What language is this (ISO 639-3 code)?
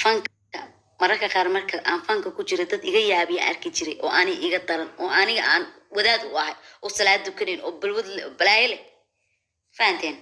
som